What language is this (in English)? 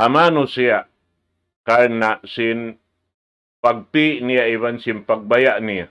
Tausug